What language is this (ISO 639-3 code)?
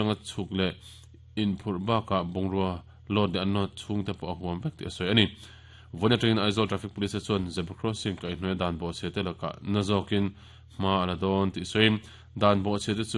lus